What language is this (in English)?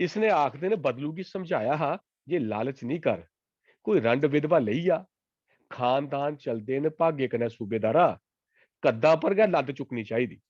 Dogri